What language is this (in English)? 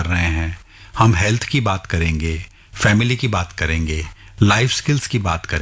Hindi